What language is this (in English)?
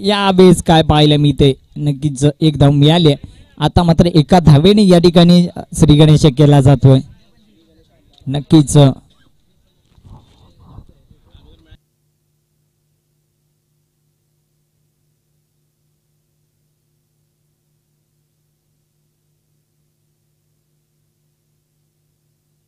Marathi